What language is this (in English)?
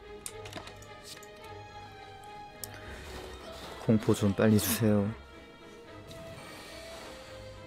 Korean